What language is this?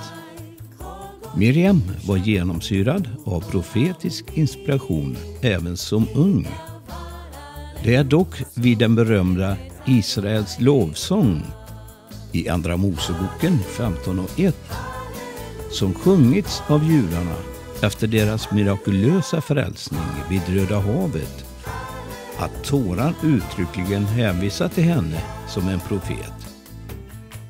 Swedish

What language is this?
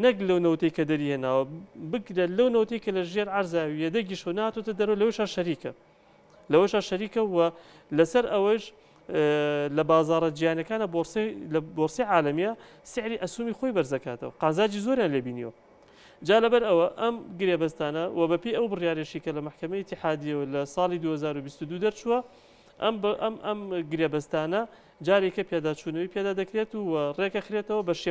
Central Kurdish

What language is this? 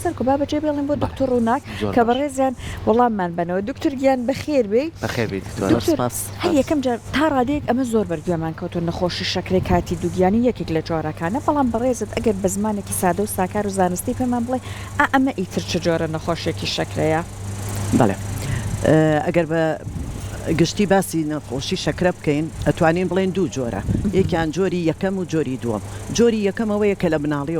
Central Kurdish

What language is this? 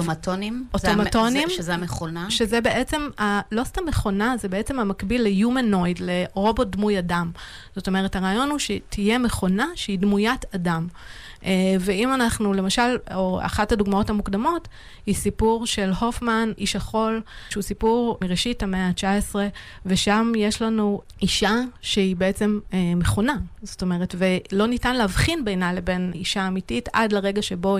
Hebrew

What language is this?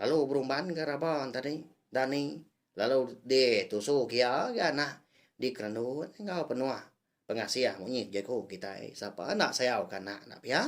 Iban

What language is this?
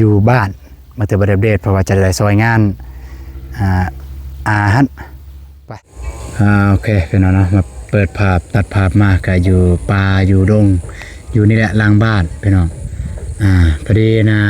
Lao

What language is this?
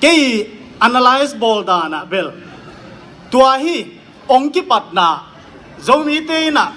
Tedim Chin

